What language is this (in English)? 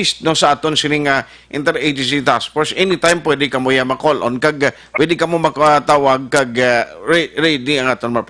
Hiligaynon